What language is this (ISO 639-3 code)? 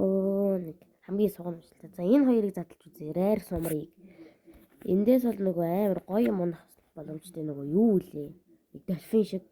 mon